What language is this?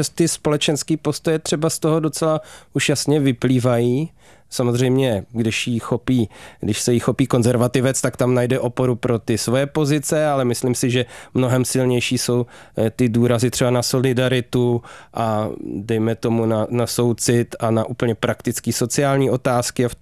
Czech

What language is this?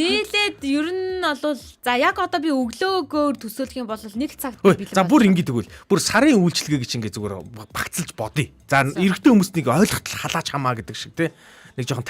Mongolian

